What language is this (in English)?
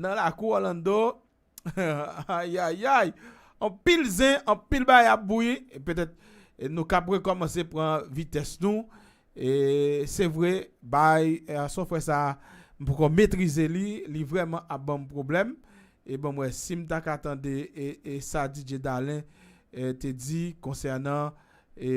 Haitian Creole